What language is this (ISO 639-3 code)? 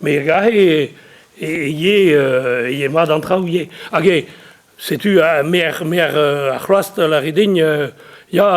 bre